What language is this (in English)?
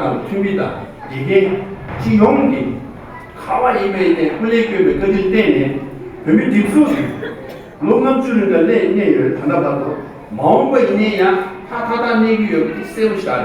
Tibetan